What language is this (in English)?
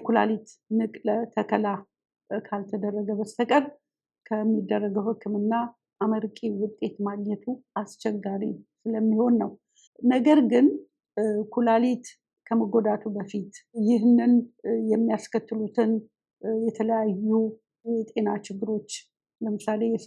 Amharic